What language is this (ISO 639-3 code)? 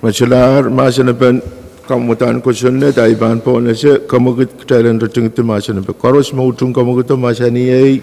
pon